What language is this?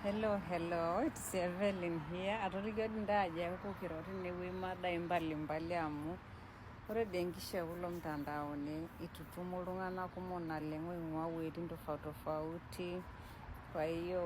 Masai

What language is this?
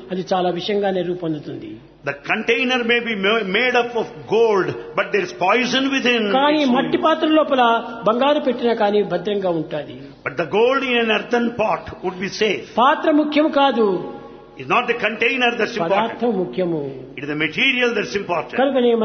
Telugu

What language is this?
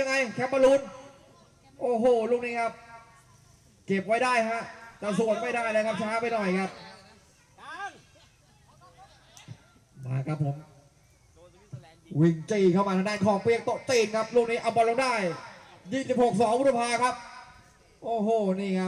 Thai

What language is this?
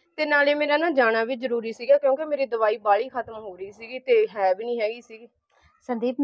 Punjabi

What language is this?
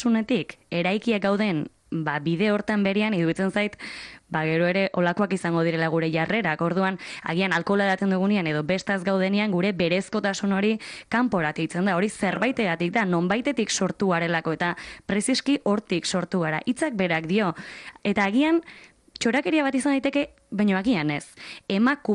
Basque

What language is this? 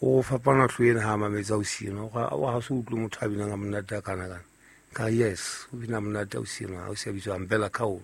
Southern Sotho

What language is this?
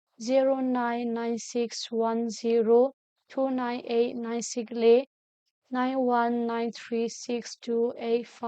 Hakha Chin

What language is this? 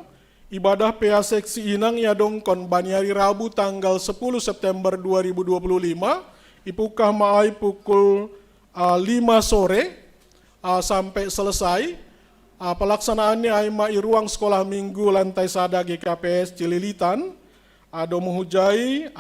Batak Simalungun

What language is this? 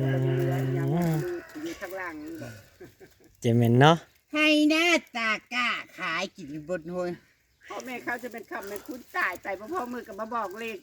Northeastern Thai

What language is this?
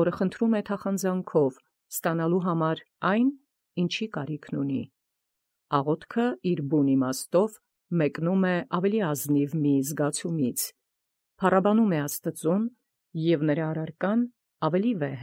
Armenian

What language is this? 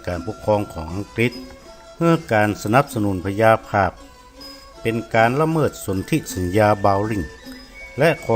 Northern Thai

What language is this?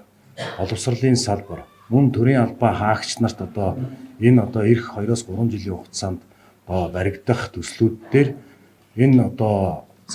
Mongolian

